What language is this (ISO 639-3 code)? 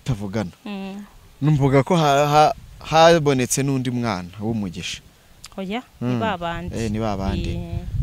kin